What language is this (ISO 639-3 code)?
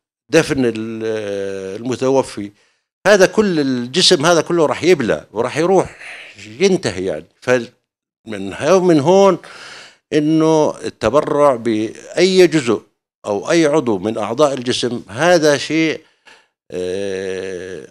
apc